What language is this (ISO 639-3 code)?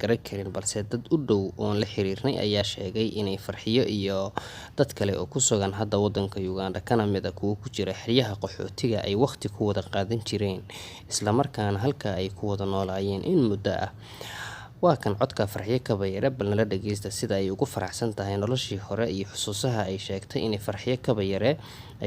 som